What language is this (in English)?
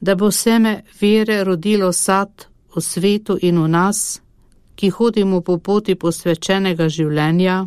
Slovenian